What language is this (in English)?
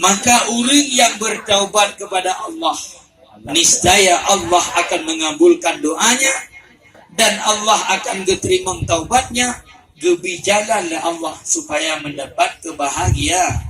Achinese